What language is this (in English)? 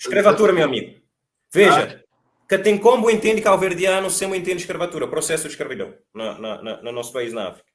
Kabuverdianu